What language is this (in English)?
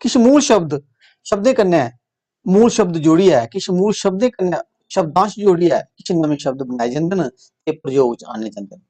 Dogri